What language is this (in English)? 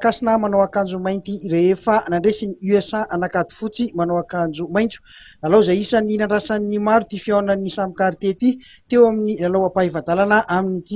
Malagasy